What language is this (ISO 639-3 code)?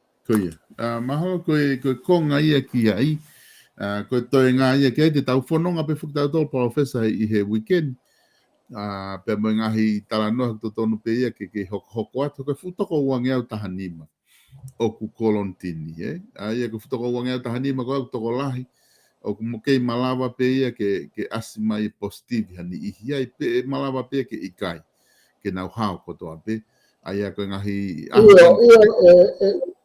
ton